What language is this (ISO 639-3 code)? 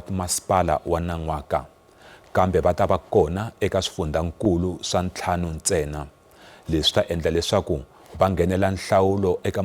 tso